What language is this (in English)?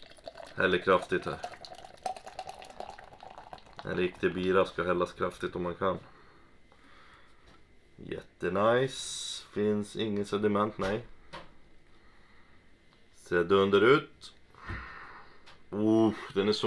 Swedish